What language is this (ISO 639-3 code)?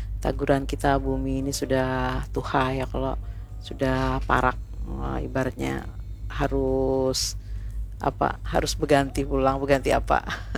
bjn